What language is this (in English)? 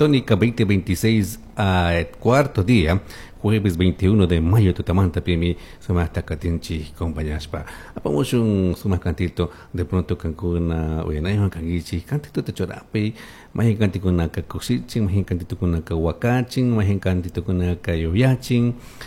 Chimborazo Highland Quichua